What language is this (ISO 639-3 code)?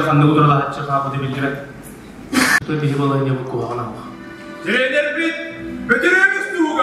sah